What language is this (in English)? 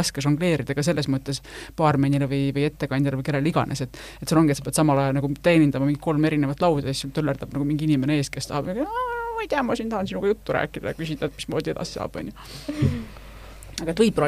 Estonian